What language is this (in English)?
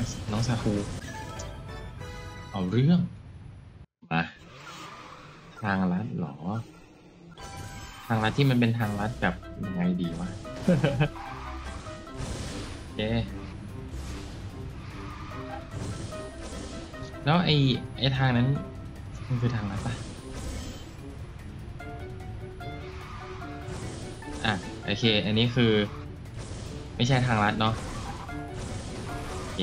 Thai